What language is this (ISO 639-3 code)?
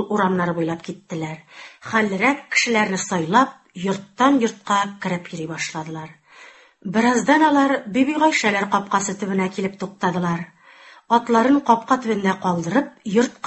tat